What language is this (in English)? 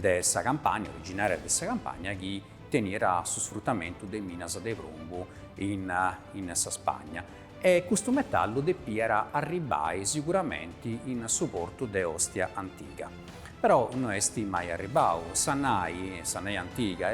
Sardinian